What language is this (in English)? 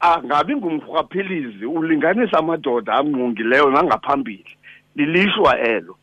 Xhosa